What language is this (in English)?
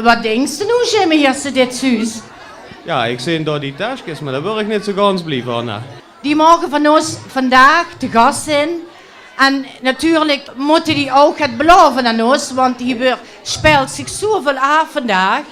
Limburgish